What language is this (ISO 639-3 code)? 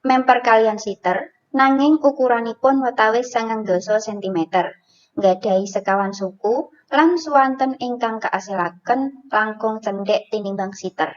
jav